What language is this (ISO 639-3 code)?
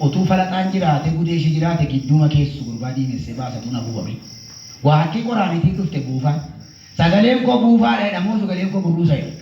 orm